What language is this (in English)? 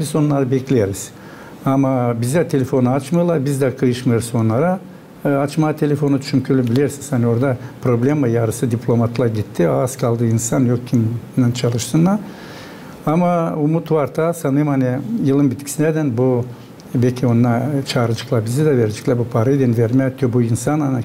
Gagauz